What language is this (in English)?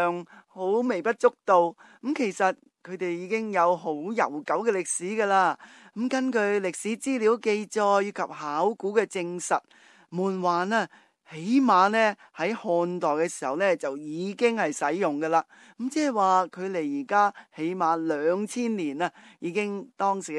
Cantonese